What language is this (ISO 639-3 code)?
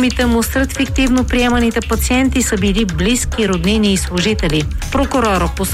bul